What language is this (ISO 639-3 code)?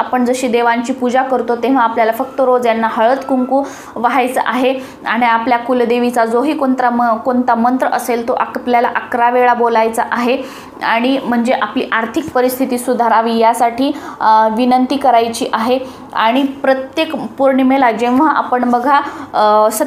mar